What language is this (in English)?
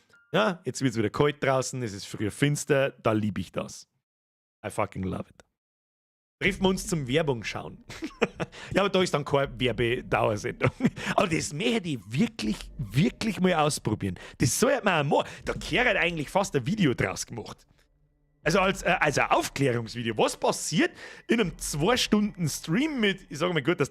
Bavarian